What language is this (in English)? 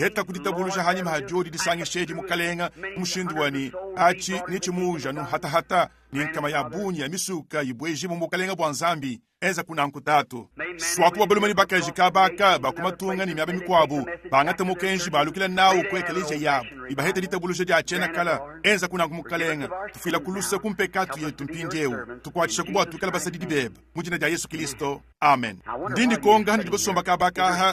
Luba-Lulua